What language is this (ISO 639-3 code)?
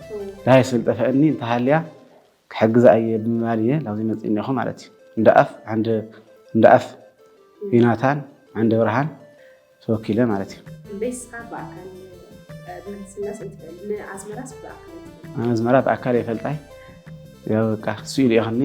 tir